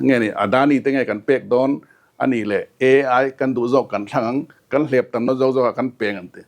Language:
Mizo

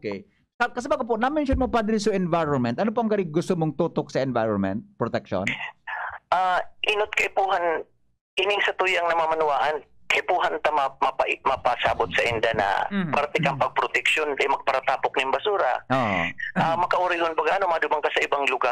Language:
Bikol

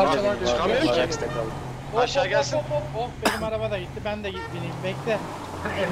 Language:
Turkish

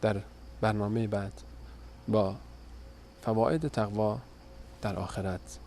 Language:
Persian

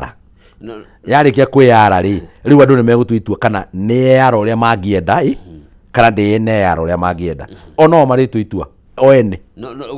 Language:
Kikuyu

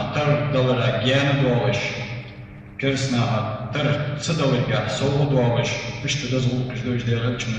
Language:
Ingush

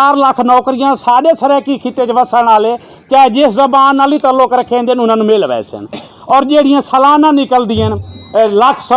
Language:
Saraiki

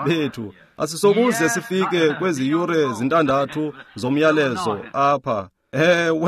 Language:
Xhosa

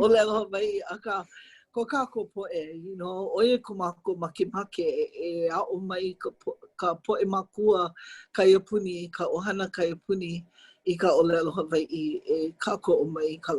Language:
Hawaiian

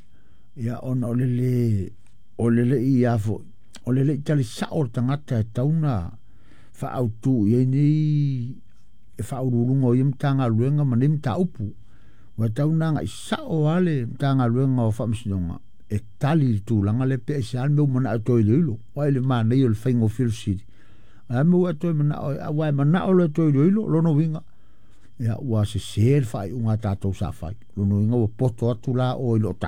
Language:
Samoan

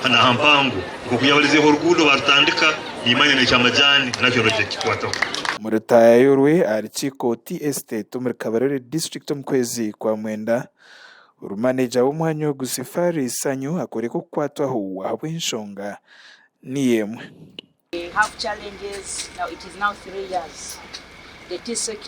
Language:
Nyankole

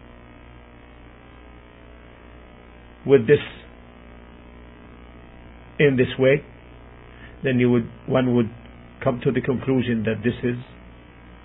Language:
English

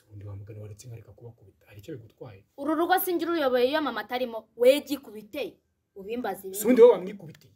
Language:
Kinyarwanda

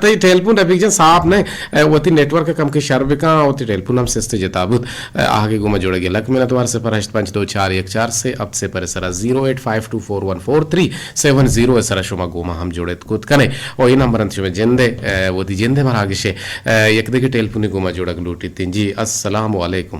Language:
Eastern Balochi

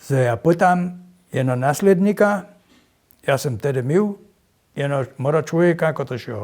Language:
Upper Sorbian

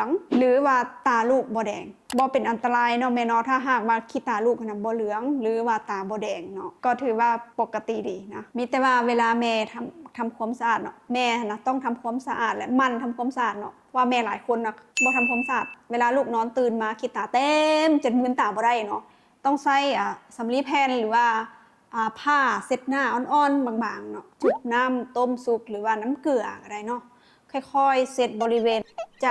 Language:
Lao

